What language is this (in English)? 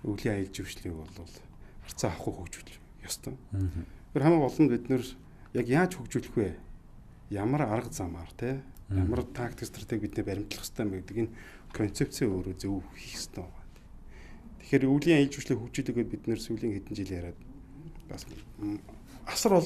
Mongolian